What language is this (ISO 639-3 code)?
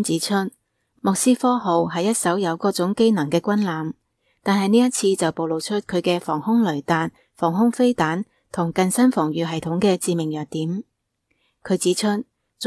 yue